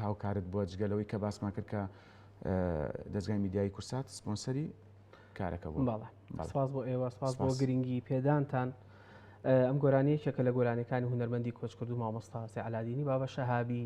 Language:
Central Kurdish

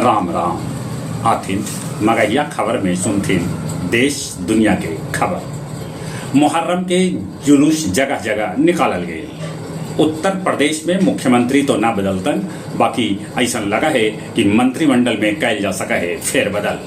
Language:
Magahi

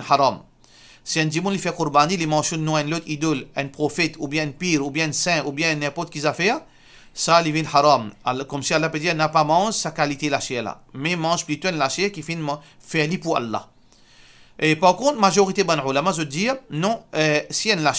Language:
Morisyen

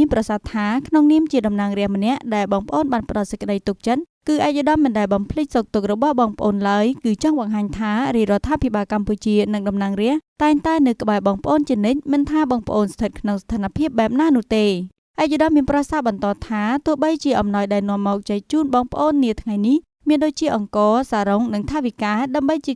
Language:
Khmer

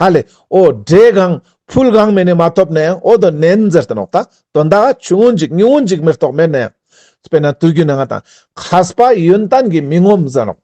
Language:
Ladakhi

